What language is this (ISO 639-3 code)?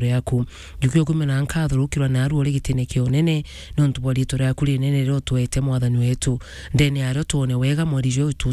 mer